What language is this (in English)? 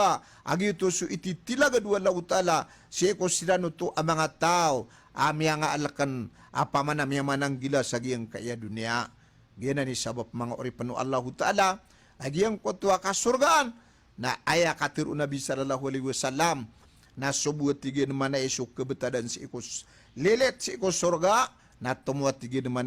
Maranao